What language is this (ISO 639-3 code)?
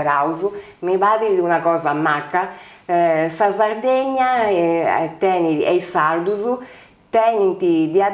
srd